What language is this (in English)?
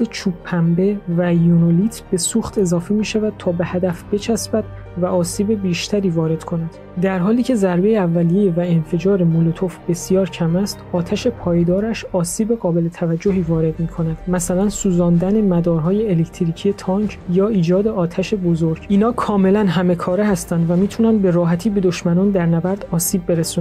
Persian